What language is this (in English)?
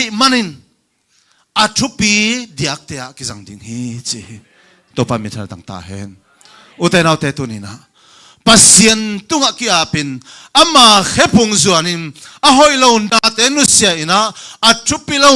Tedim Chin